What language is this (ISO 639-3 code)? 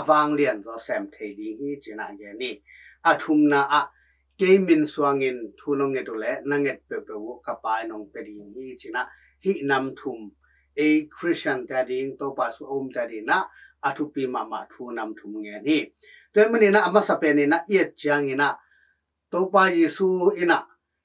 ctd